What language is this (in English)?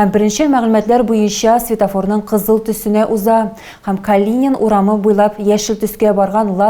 Tatar